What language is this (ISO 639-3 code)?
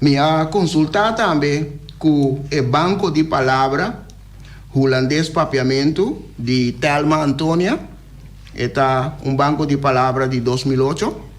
pap